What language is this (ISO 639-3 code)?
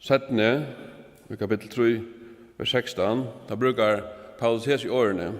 fao